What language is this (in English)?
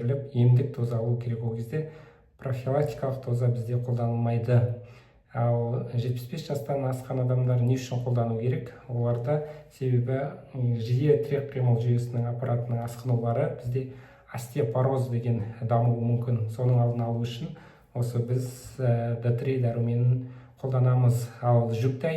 Kazakh